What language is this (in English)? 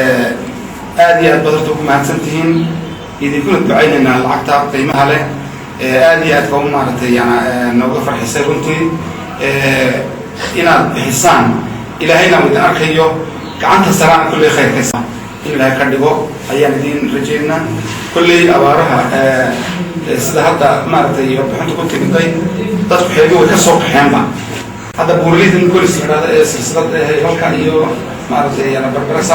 Somali